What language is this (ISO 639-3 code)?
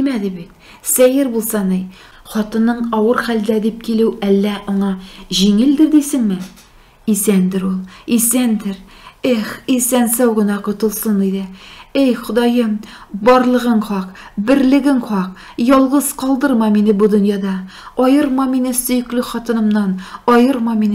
tat